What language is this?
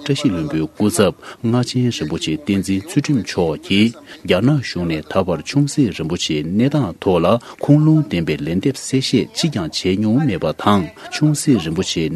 Tibetan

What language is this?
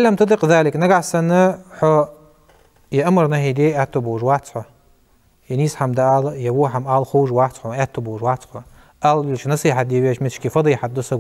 Ingush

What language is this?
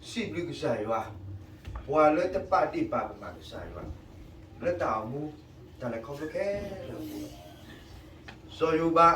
S'gaw Karen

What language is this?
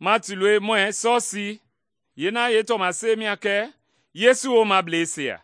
Mende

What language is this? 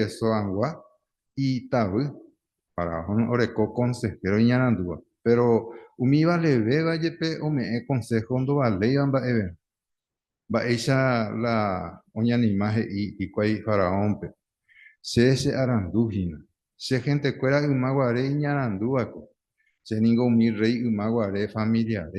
Guarani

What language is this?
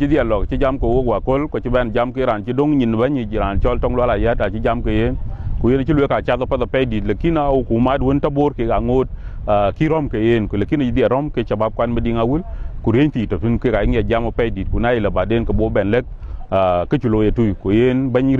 Dinka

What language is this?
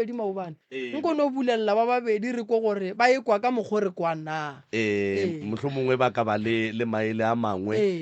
Northern Sotho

